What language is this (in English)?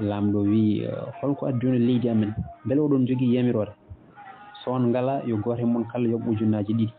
Fula